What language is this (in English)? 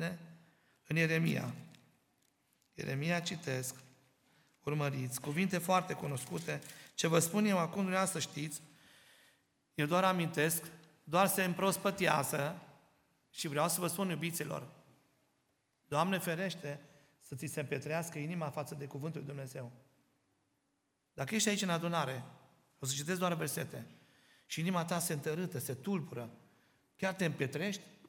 Romanian